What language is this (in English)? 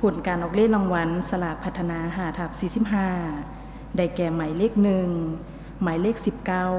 Lao